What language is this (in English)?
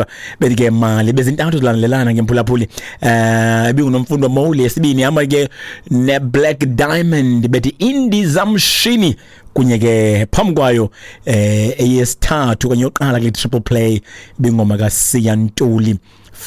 Xhosa